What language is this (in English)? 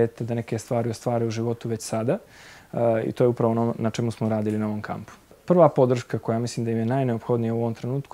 Bosnian